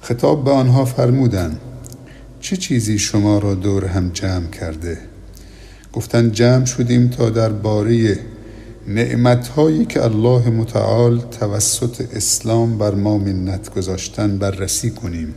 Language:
Persian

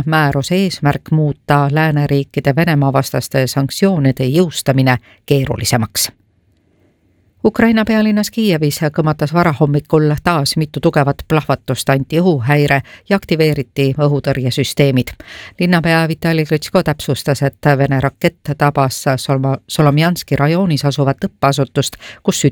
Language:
Estonian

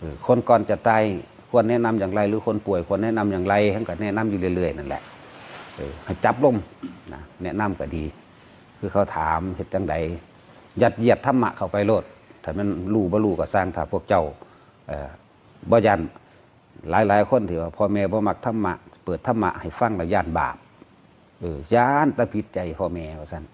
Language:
Northeastern Thai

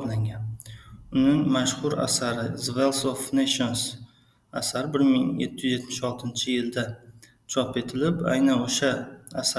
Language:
Uzbek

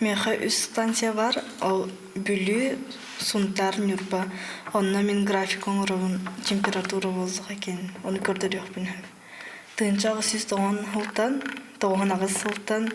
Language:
Yakut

